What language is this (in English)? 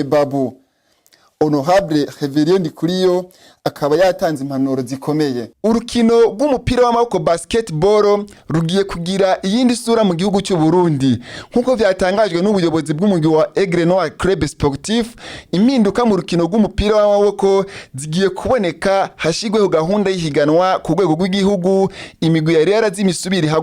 Rundi